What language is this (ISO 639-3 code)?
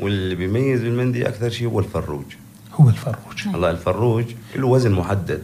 apc